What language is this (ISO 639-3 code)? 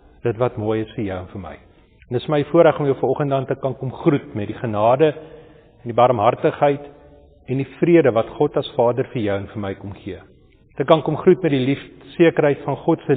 afr